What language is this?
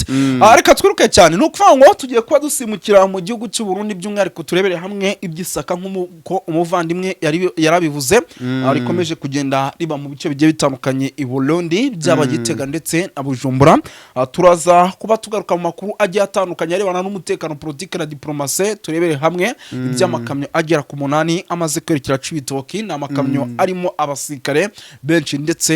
Kinyarwanda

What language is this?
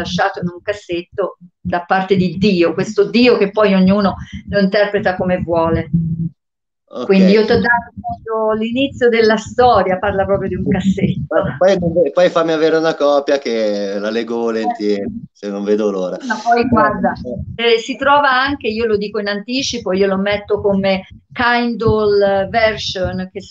Italian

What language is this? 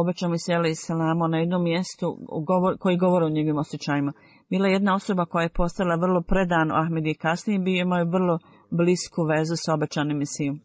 Bosnian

